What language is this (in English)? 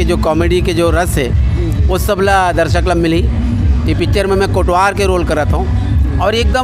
Chhattisgarhi